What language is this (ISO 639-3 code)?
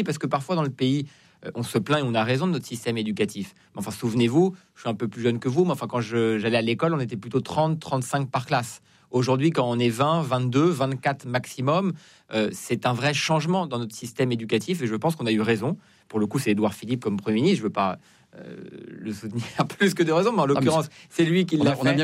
fra